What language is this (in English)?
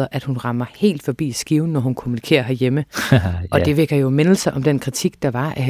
Danish